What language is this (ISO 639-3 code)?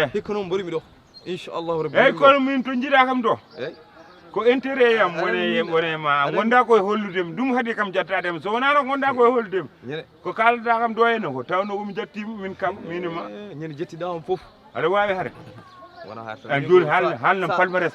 ful